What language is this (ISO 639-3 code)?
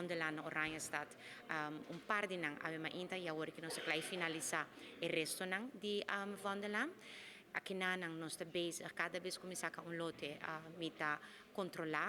pap